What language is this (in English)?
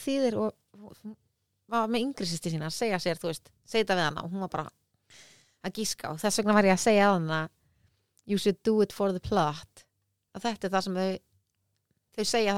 Icelandic